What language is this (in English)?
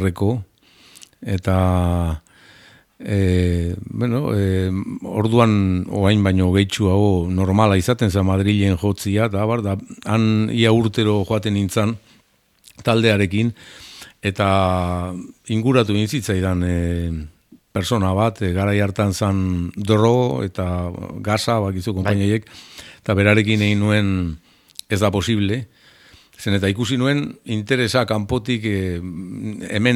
Basque